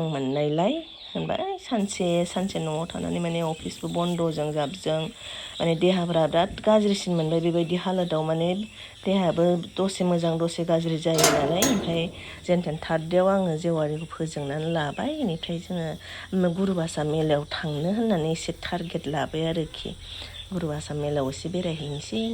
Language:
Bodo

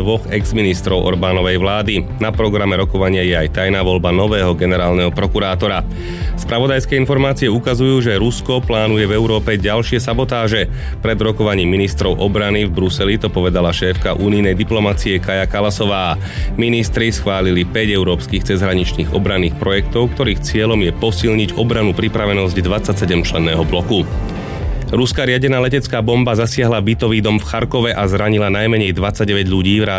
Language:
Slovak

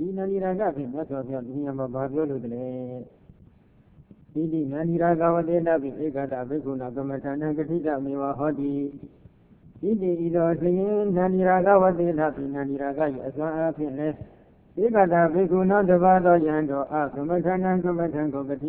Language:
Burmese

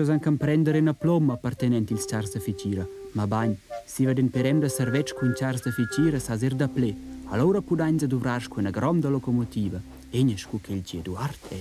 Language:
Romansh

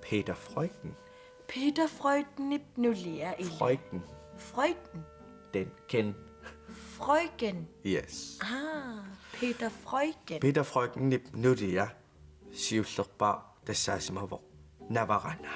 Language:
Kalaallisut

